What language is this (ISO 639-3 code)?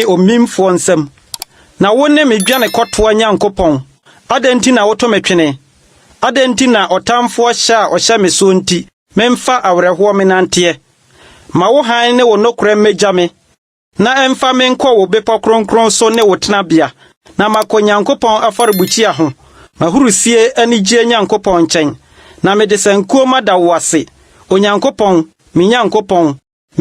aka